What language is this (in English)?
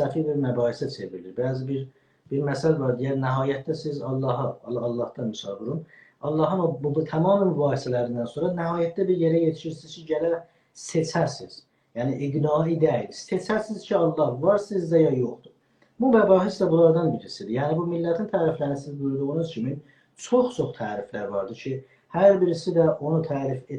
South Azerbaijani